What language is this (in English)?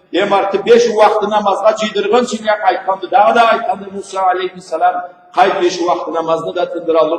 Karachay-Balkar